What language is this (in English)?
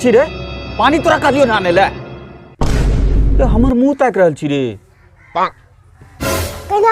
Angika